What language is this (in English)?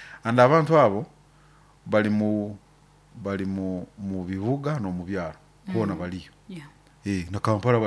Nyoro